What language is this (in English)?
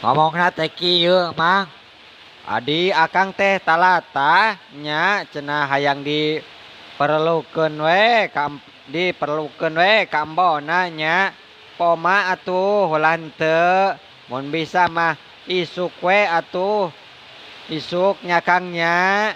Sundanese